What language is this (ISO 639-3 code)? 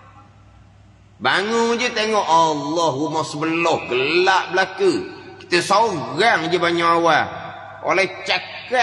msa